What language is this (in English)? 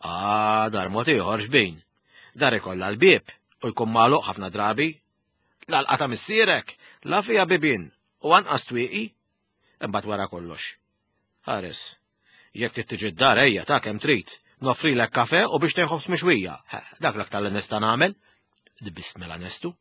Maltese